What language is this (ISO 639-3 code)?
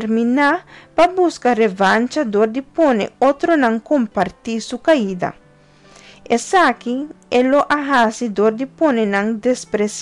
pap